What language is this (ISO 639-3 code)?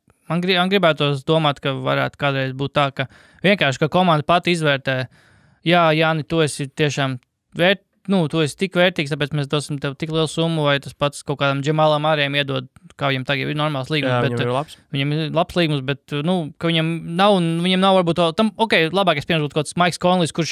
lav